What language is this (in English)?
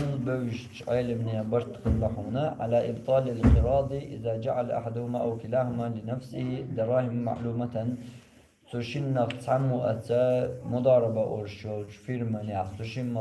Chechen